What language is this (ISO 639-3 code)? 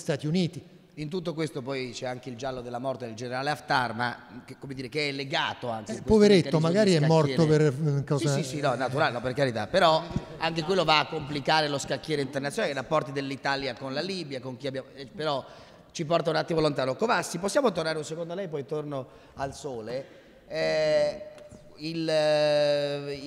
ita